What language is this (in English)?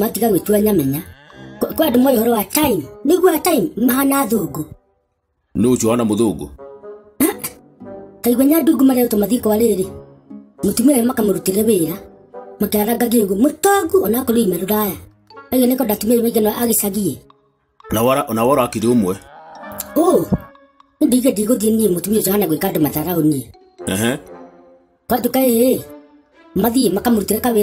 Kikuyu